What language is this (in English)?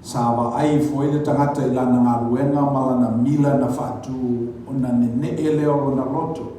Samoan